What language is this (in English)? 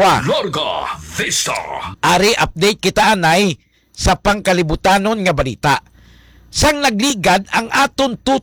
Hiligaynon